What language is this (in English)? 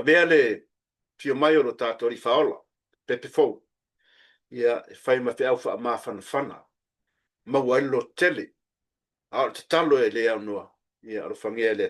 Samoan